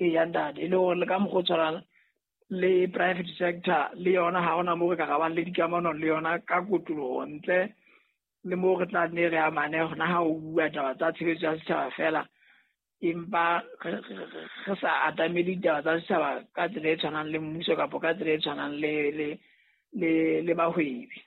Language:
Southern Sotho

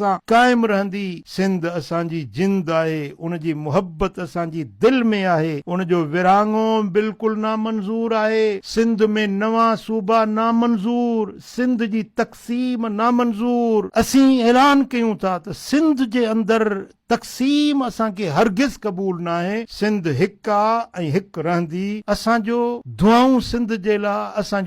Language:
Sindhi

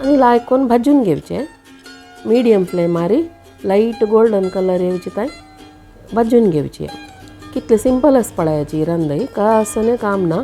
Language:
Konkani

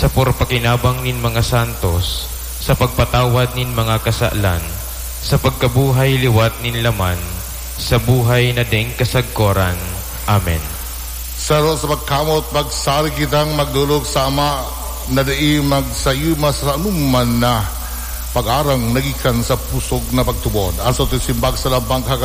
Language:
Bikol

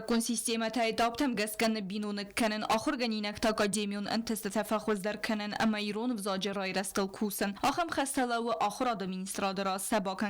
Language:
Ossetic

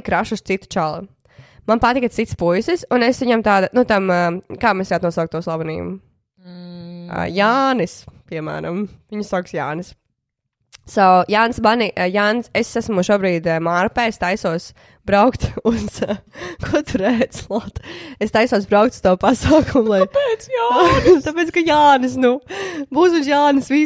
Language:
Latvian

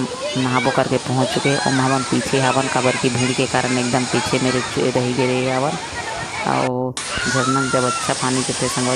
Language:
Chhattisgarhi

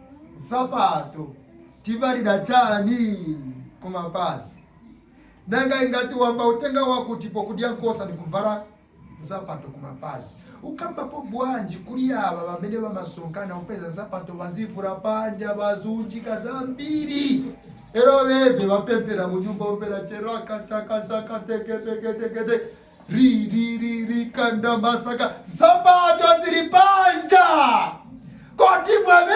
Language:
Nyanja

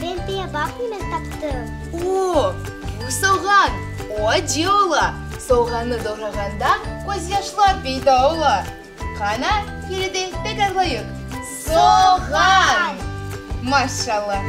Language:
Crimean Tatar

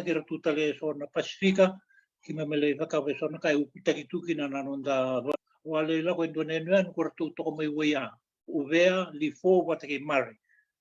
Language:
Fijian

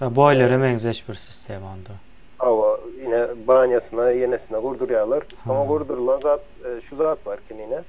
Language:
Turkmen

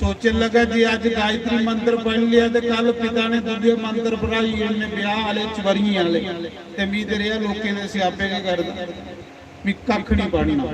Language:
Dogri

